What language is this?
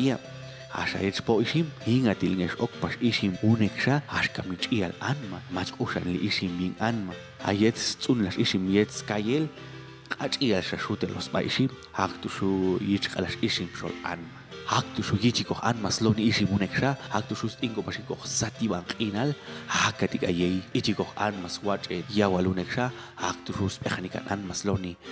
Popti'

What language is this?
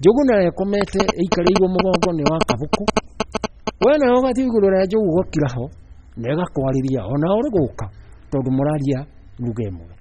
Kikuyu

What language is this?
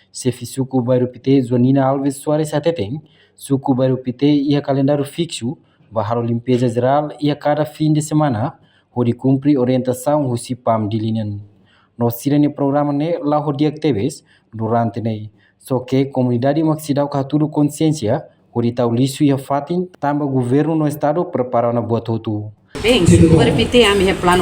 Tetum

